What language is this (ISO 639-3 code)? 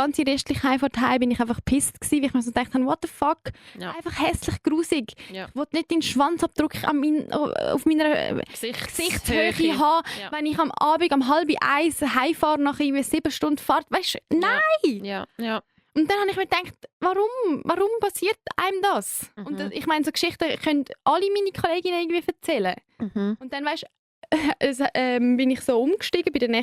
gsw